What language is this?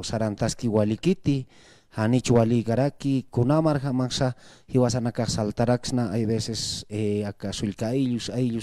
Aymara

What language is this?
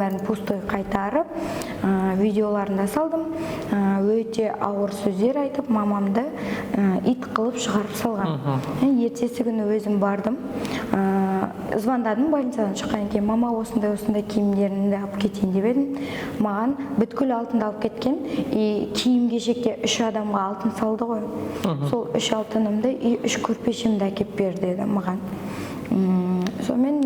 Kazakh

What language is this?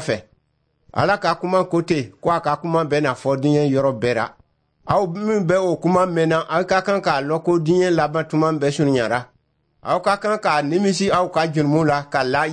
Dyula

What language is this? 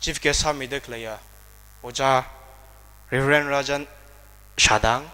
Tangkhul Naga (India)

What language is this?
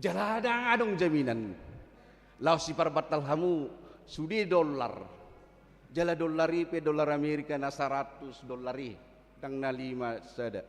Batak Toba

